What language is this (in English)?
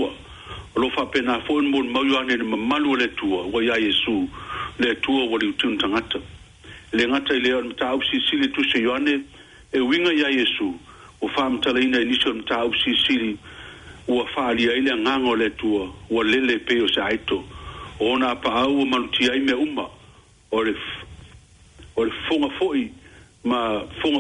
Samoan